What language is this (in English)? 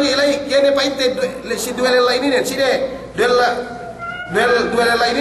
Yakan